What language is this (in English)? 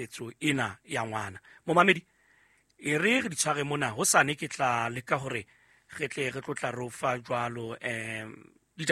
Southern Sotho